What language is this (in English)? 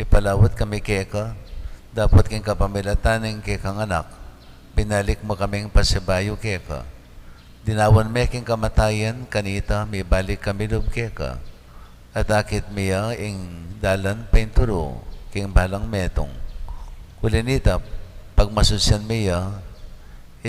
Pampanga